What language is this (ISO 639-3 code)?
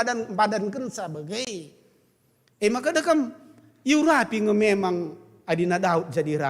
btx